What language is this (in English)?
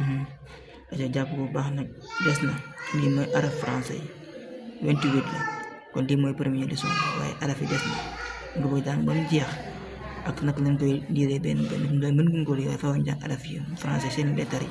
Wolof